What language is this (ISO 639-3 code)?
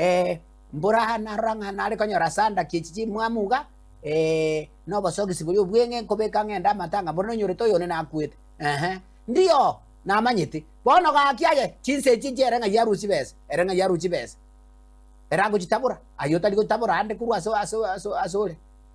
guz